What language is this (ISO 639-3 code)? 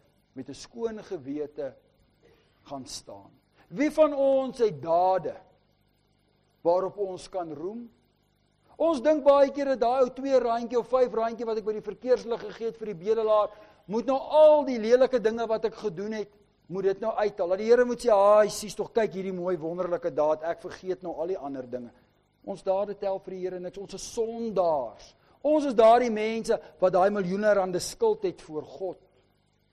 afr